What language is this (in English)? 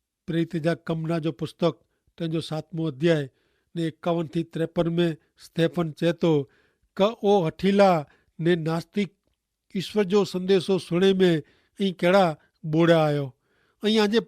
Kachhi